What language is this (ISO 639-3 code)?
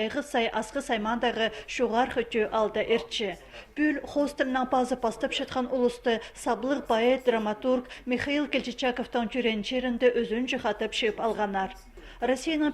kjh